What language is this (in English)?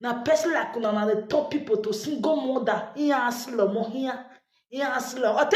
Nigerian Pidgin